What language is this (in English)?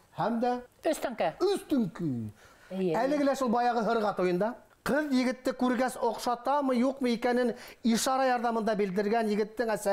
Bashkir